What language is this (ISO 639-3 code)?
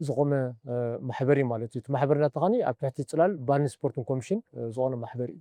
tir